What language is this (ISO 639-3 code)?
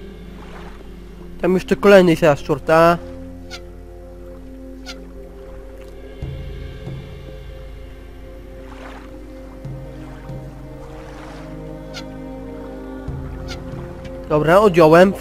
pol